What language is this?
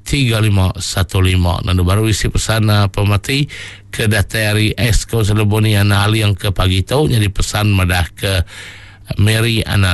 Iban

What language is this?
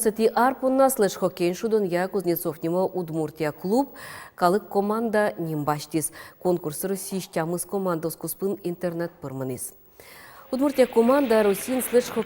Udmurt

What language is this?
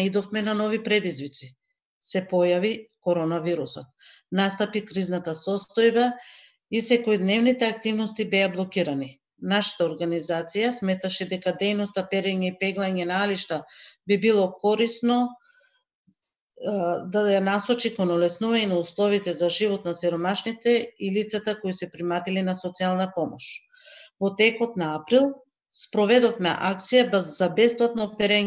Macedonian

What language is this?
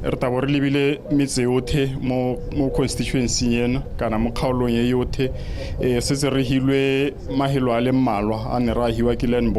Tswana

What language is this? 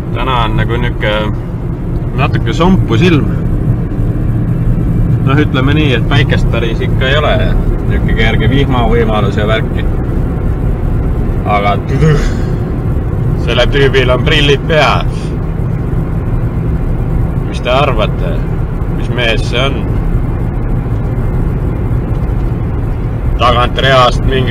Estonian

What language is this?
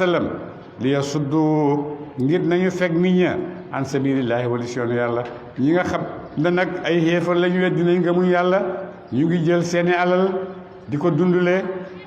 Wolof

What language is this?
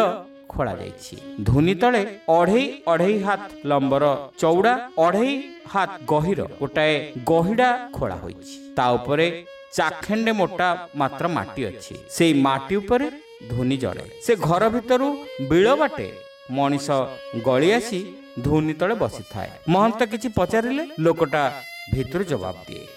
Odia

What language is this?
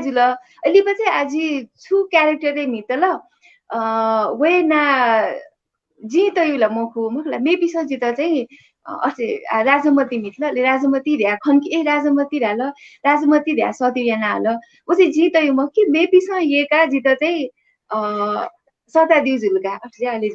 Newari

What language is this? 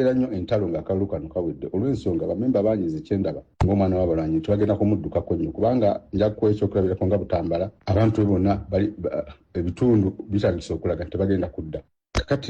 Ganda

